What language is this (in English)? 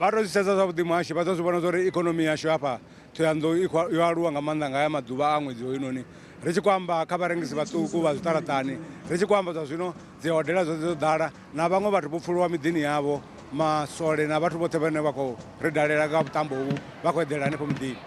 Venda